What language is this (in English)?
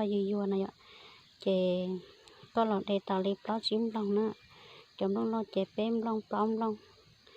Hmong